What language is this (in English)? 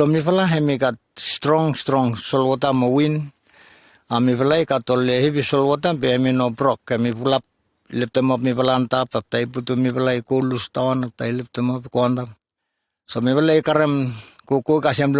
Bislama